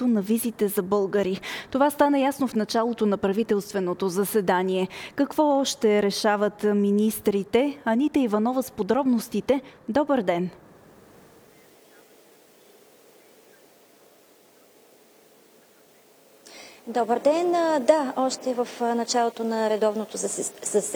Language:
Bulgarian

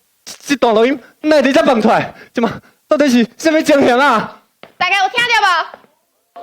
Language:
Min Nan Chinese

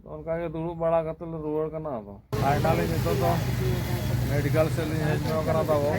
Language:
Santali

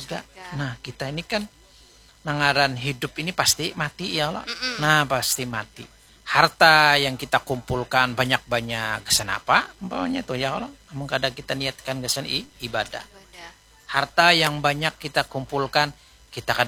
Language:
Banjar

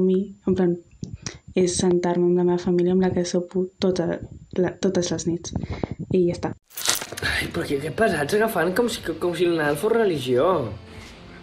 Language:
Catalan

